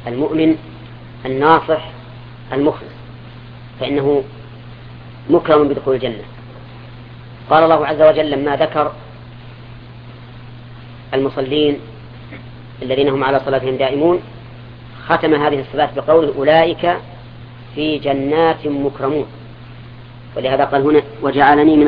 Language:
Arabic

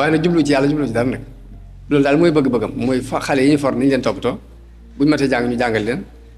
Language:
Wolof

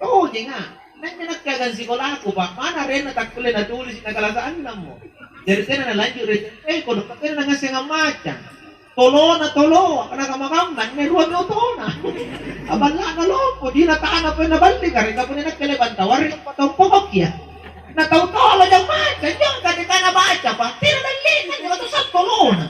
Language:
Makasar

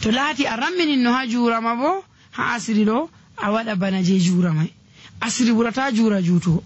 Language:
Nigerian Fulfulde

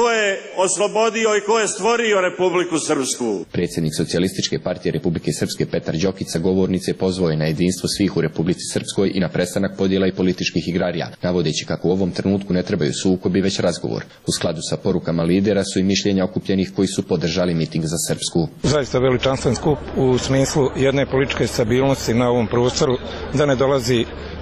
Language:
Serbian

